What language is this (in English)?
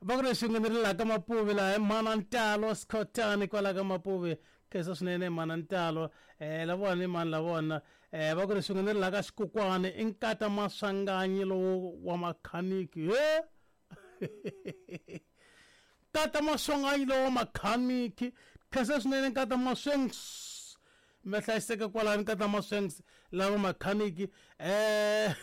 Tsonga